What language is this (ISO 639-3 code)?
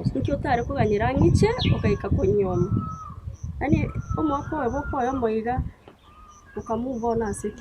guz